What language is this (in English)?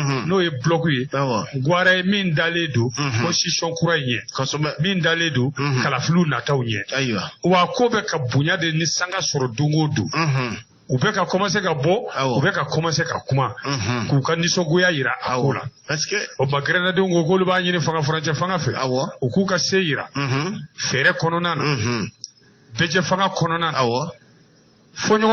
Bambara